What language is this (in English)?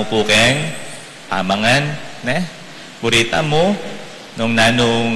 Pampanga